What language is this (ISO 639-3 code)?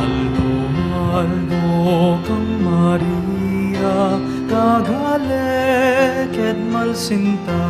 pam